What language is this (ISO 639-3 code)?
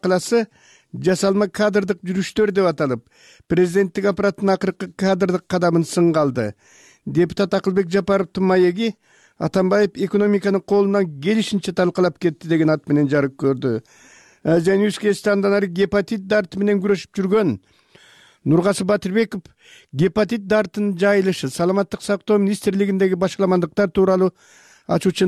kir